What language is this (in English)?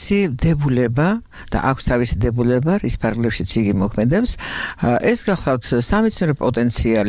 Georgian